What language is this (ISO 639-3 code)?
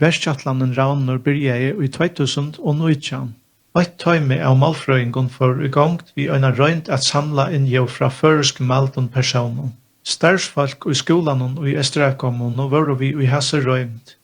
fao